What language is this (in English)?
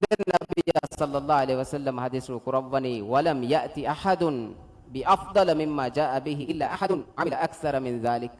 Divehi